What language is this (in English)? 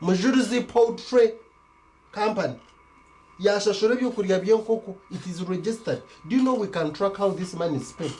Nyankole